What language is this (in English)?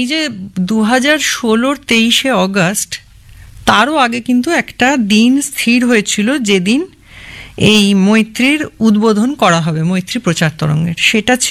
Bangla